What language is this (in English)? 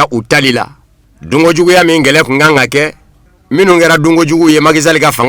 Bambara